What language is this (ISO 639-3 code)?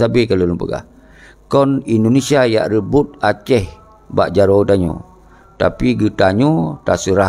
ace